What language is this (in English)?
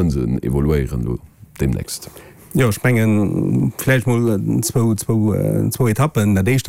Luxembourgish